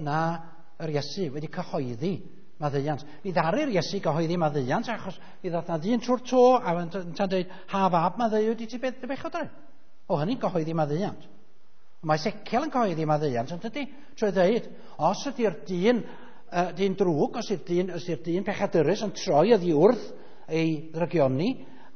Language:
Welsh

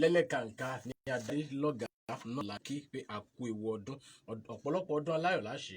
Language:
Yoruba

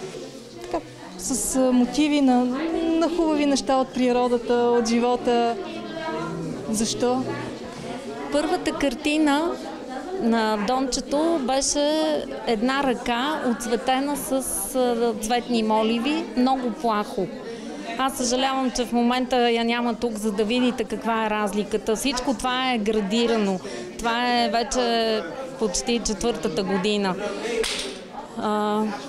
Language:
Bulgarian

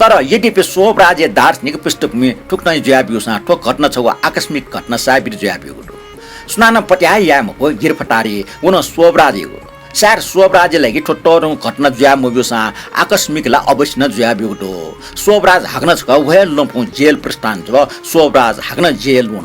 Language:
Newari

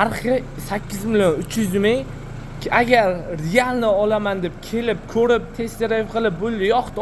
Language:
Uzbek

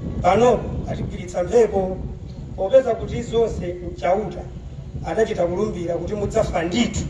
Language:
Nyanja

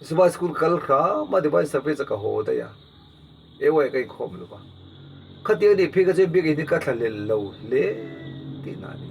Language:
Mizo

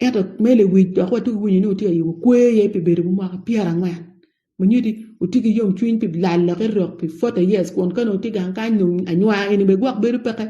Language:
Acoli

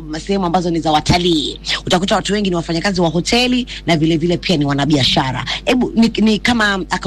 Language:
Swahili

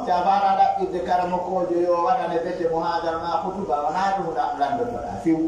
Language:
Pular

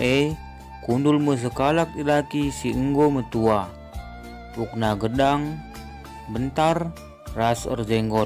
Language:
Batak Karo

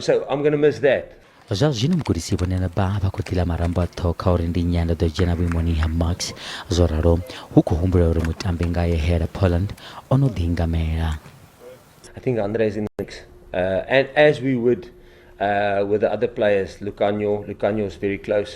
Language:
Venda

